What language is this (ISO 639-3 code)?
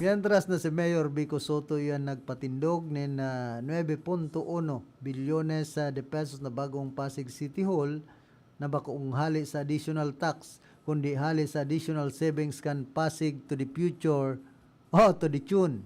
bik